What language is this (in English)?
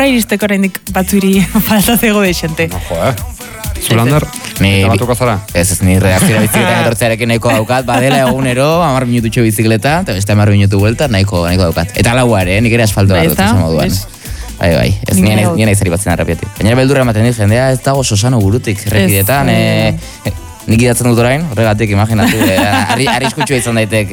Basque